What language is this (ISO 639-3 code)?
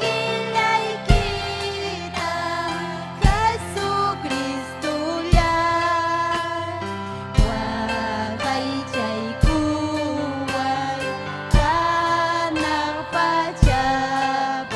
quy